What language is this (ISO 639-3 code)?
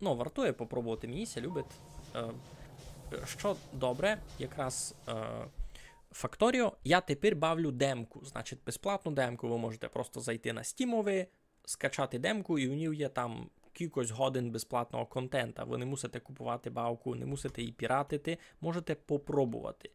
rue